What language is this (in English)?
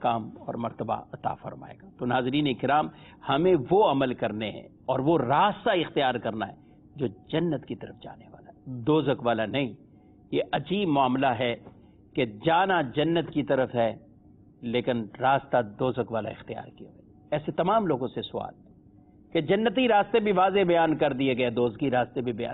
Urdu